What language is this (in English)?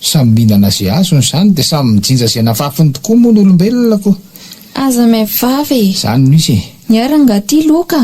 Malagasy